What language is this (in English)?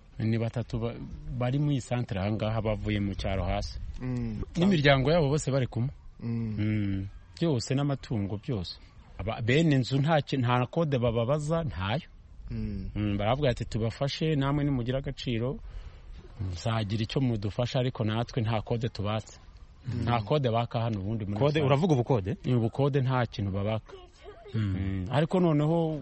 Kinyarwanda